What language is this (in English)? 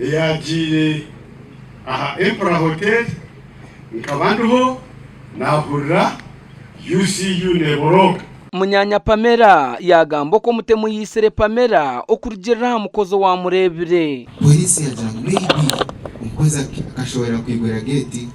Nyankole